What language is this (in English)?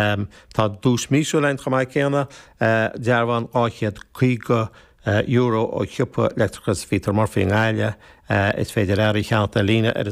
Irish